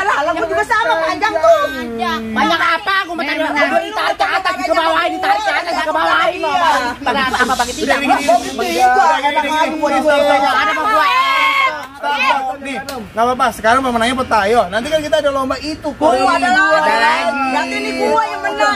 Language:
Betawi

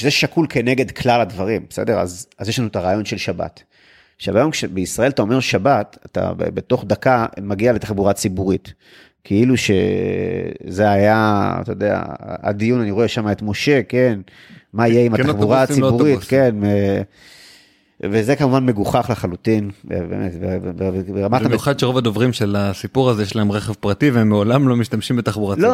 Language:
Hebrew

